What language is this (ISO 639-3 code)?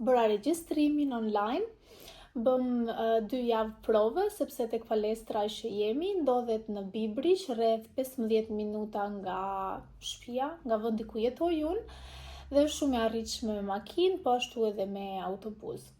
sqi